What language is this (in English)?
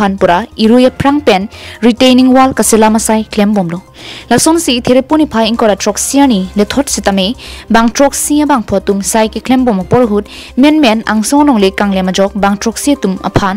Karbi